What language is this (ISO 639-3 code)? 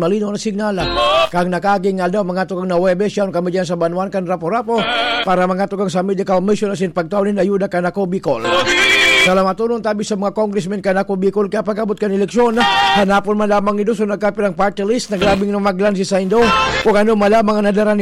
bik